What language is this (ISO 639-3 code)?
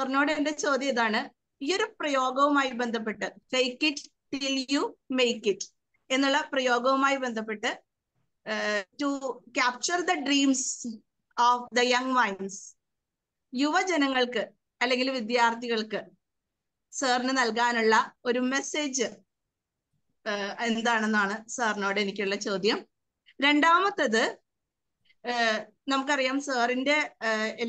mal